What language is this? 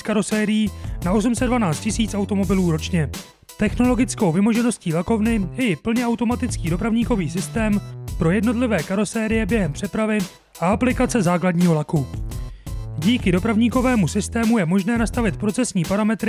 Czech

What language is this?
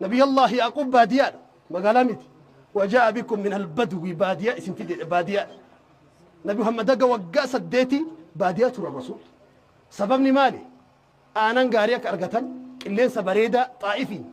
Oromo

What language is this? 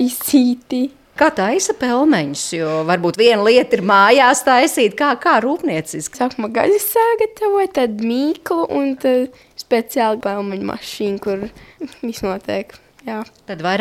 Latvian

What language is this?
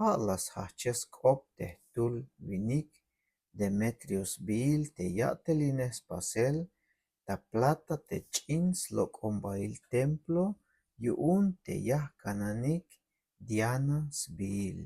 Tzeltal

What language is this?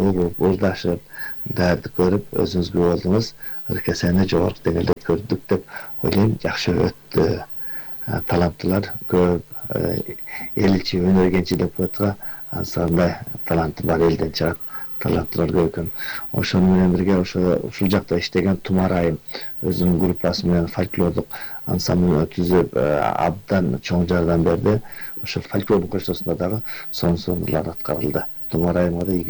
Kyrgyz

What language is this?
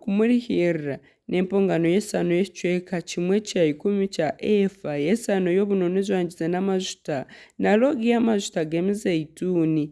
Nyankole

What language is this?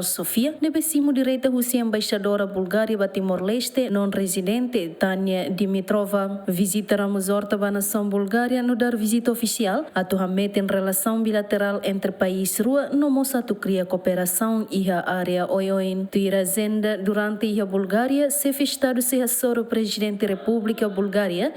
Tetum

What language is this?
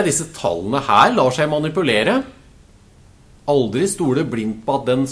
Norwegian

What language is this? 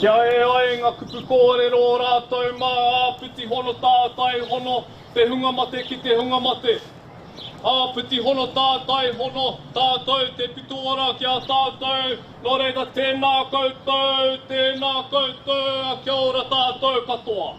Māori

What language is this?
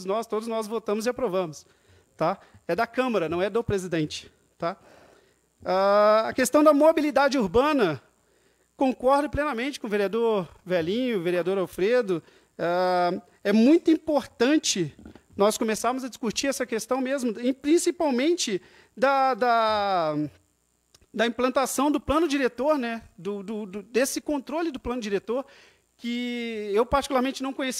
Portuguese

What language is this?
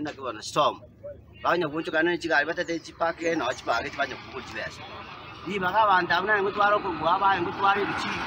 Gusii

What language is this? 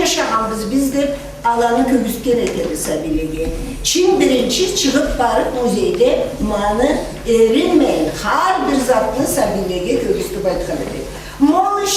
Karachay-Balkar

